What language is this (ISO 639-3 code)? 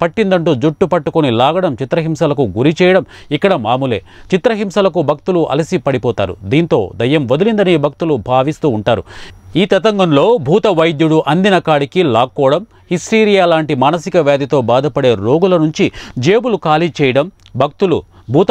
tel